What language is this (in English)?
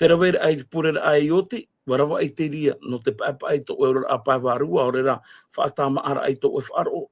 Tahitian